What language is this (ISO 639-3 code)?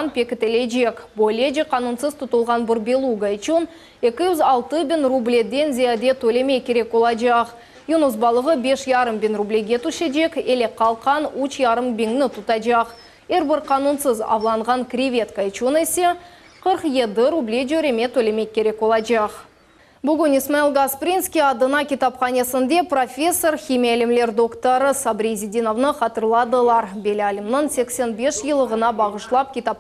crh